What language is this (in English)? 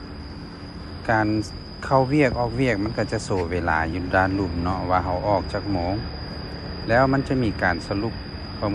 Lao